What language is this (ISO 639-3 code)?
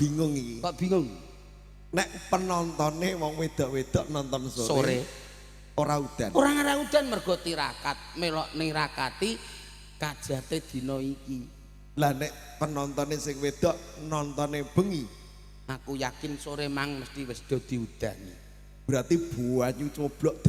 jav